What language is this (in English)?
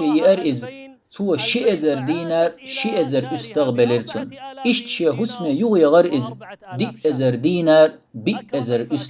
Chechen